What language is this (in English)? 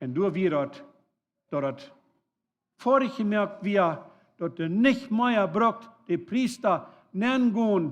Plautdietsch